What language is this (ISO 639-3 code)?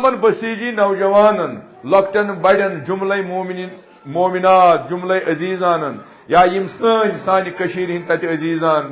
kas